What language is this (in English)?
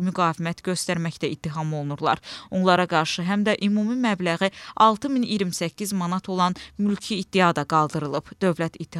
Azerbaijani